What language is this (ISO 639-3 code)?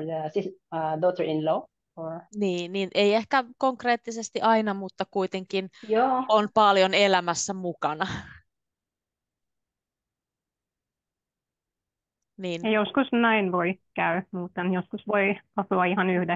fin